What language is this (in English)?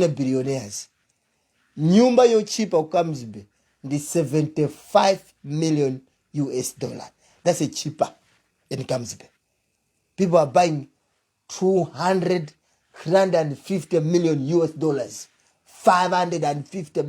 Nyanja